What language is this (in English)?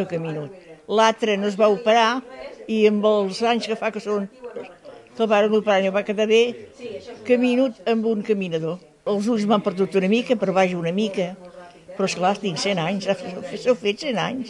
Catalan